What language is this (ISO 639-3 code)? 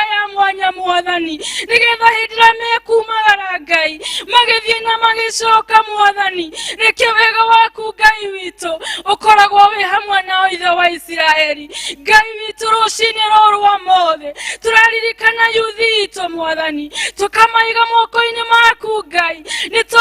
kik